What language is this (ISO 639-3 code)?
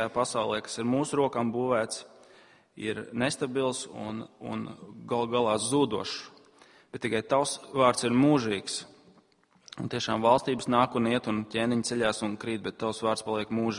lav